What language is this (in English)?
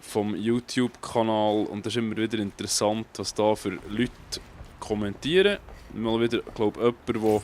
Swiss German